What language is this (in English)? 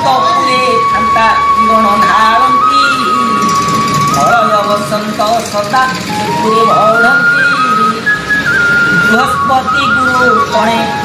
Odia